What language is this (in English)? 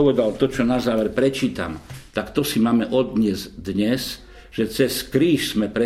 Slovak